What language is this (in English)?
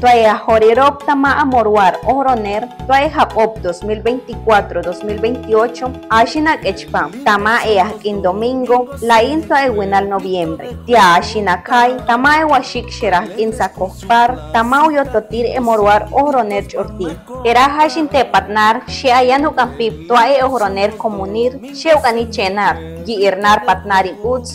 Chortí